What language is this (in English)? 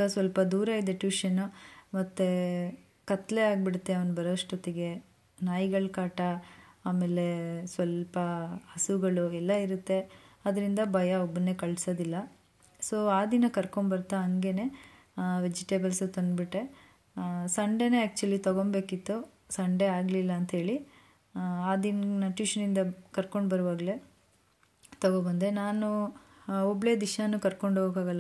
Kannada